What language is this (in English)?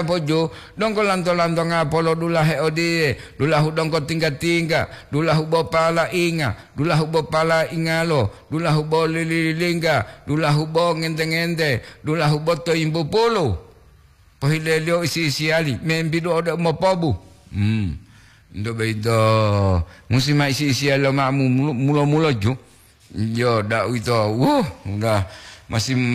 Gorontalo